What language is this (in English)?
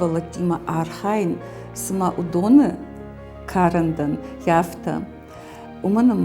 Ossetic